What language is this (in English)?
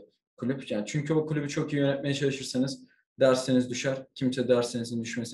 Turkish